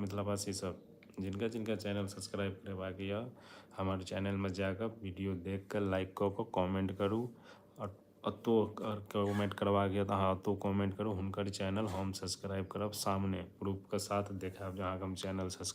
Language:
Maithili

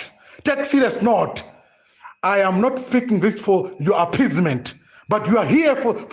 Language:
Nyanja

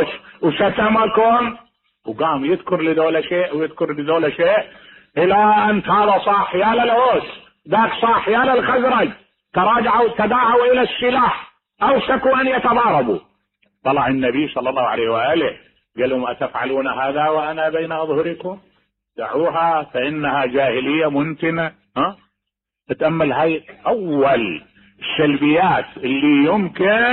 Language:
Mesopotamian Arabic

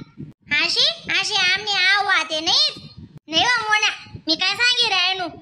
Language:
Khandesi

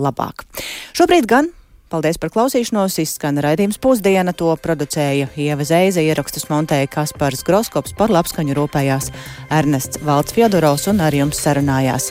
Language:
Latvian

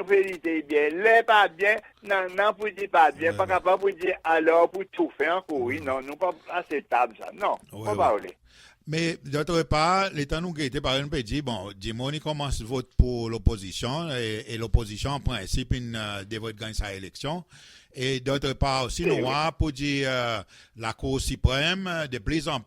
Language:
Seselwa Creole French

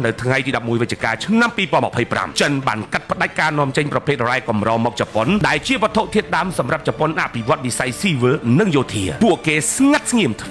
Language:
Khmer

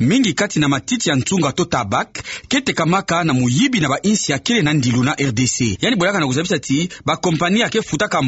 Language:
Kituba (Democratic Republic of Congo)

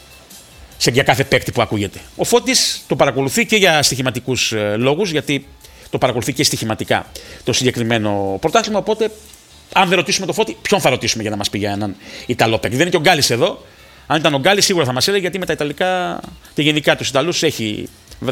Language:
Greek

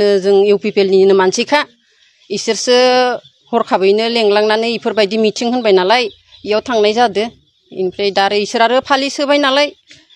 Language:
Bodo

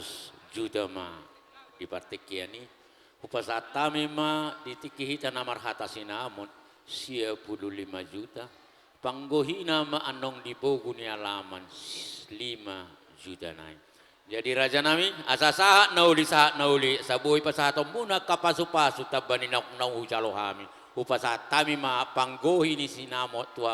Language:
Batak Toba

